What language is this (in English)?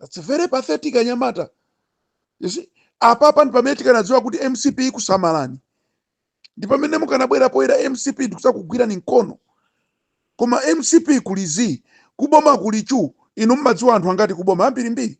Nyanja